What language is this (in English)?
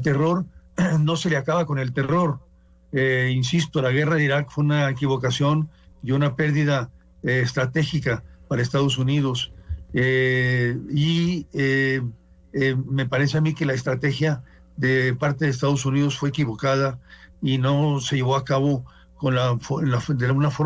Spanish